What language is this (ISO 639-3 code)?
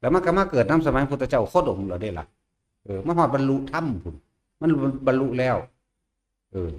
tts